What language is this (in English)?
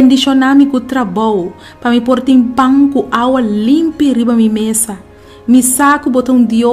Papiamento